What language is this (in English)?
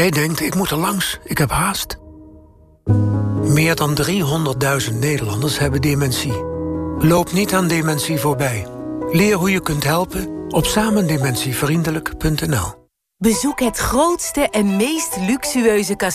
Dutch